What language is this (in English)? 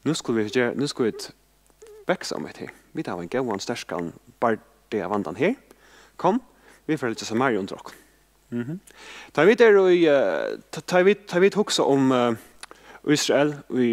Faroese